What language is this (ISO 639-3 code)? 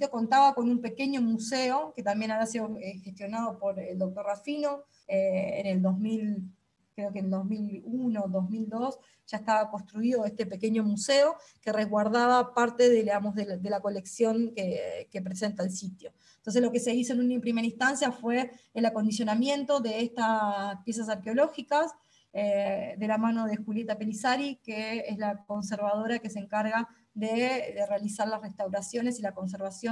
spa